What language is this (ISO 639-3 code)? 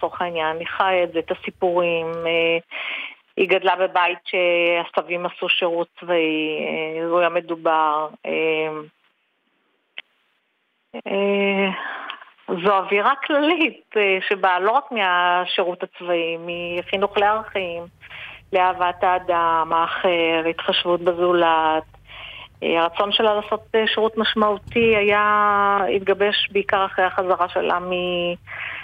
heb